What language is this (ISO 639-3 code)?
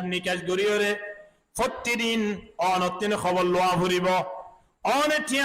rhg